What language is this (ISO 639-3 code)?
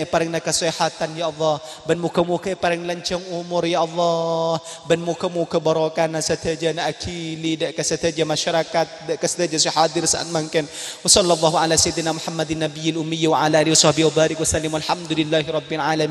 mad